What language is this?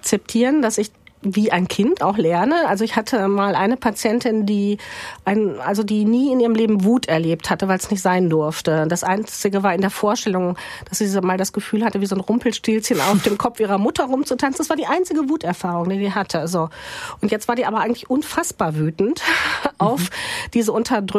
German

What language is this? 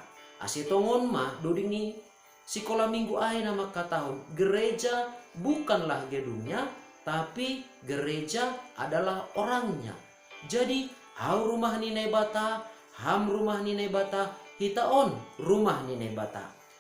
Batak Simalungun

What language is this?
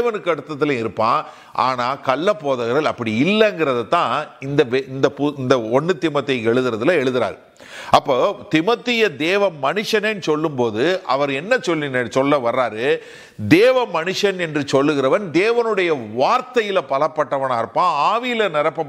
Tamil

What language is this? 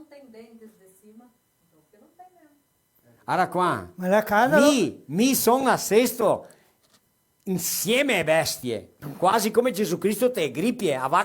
Venetian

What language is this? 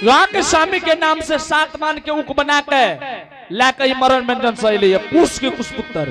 Angika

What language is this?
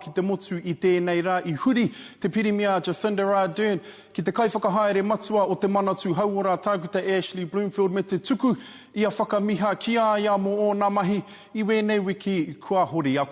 Māori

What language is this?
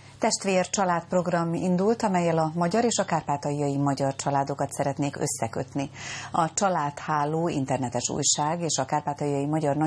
Hungarian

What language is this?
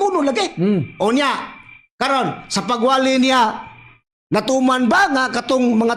Cebuano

